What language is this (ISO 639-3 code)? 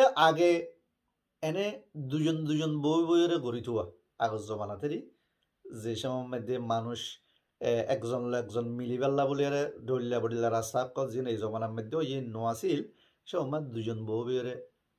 rhg